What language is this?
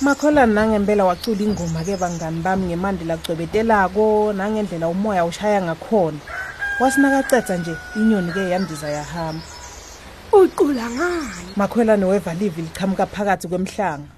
Swati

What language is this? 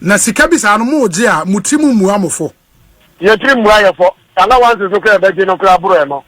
Akan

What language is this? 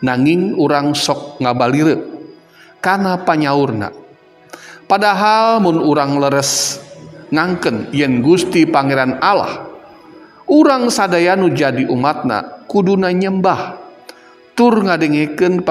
Sundanese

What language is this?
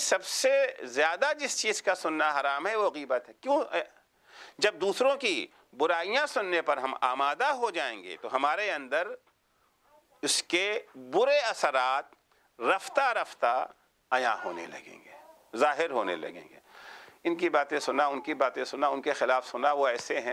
Urdu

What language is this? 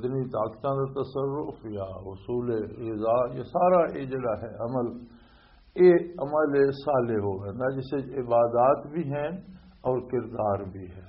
Western Panjabi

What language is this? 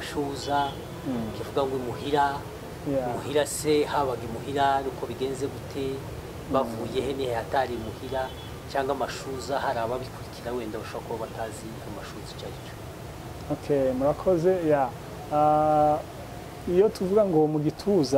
Kinyarwanda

